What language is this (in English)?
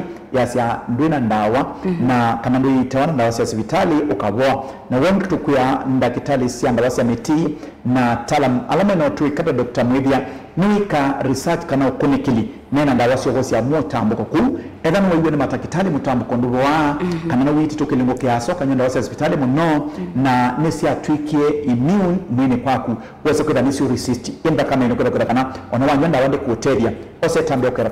Kamba